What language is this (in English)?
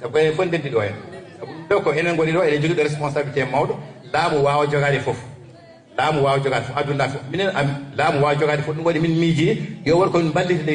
Fula